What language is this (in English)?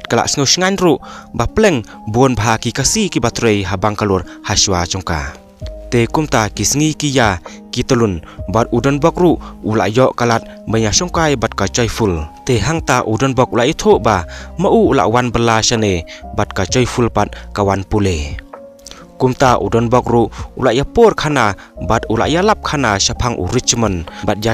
Khasi